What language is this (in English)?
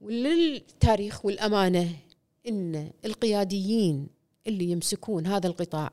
Gulf Arabic